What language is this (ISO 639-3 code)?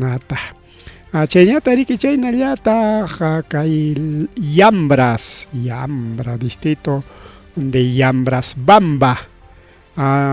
quy